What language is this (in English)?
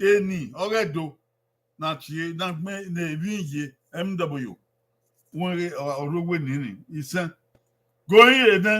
Bini